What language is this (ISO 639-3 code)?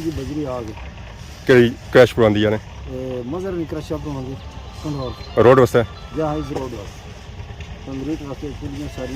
phr